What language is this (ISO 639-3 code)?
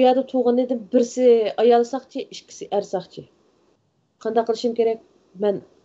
uig